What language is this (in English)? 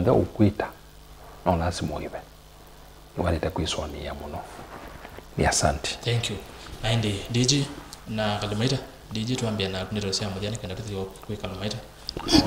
Kamba